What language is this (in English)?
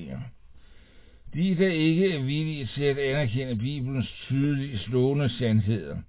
Danish